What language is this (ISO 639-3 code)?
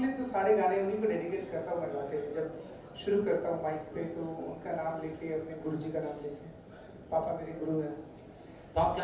hin